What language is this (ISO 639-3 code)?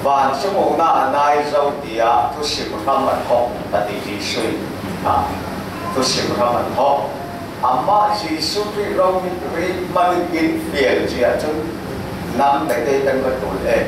cfm